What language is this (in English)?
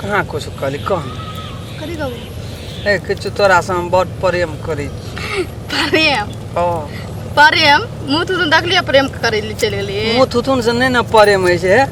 Maithili